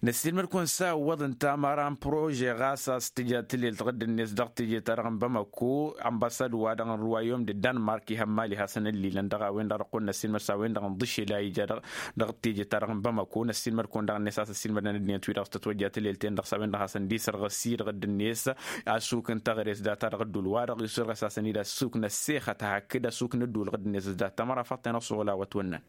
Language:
Tamasheq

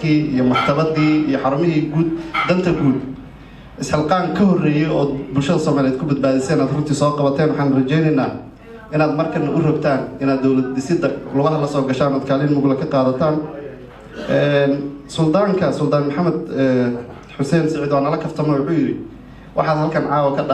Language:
Somali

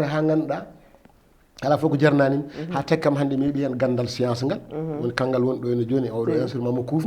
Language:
Fula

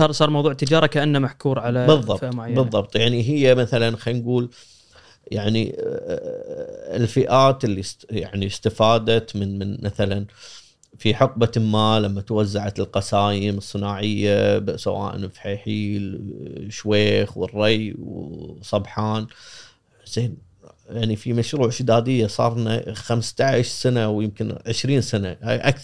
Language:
Gulf Arabic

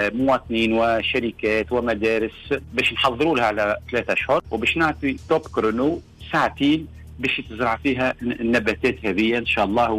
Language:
Tunisian Arabic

